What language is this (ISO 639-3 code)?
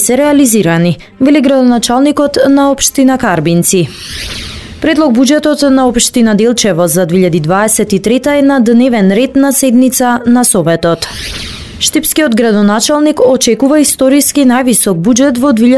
mkd